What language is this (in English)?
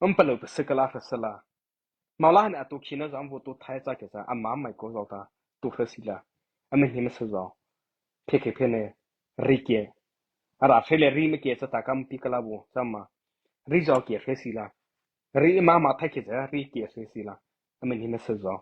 Mara Chin